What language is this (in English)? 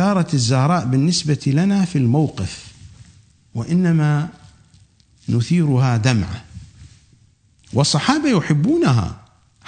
Arabic